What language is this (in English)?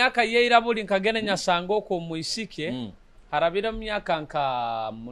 Nyoro